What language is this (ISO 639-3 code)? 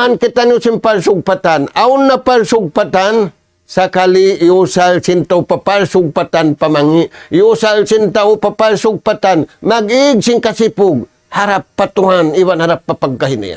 tsg